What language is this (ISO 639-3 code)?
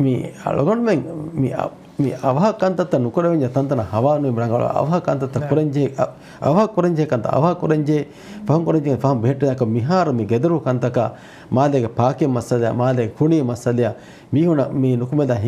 div